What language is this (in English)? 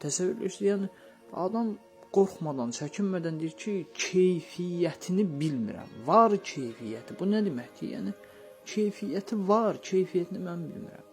Azerbaijani